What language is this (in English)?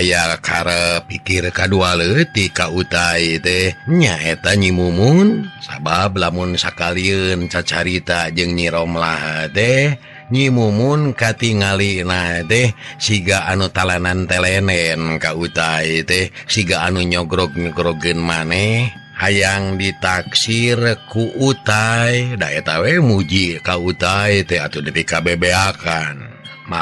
Sundanese